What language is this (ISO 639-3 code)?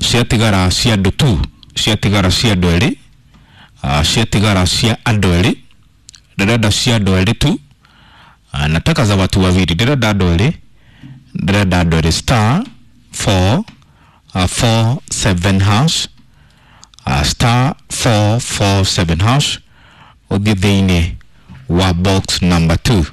kik